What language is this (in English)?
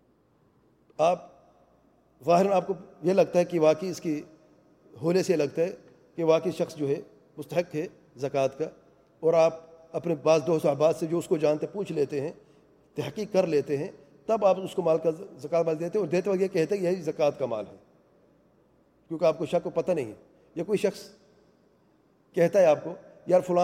Urdu